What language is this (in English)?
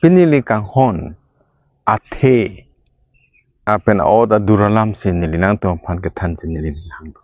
Karbi